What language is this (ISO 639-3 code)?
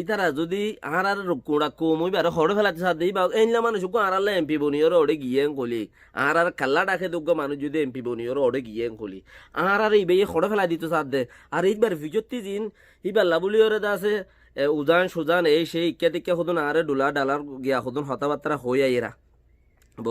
rhg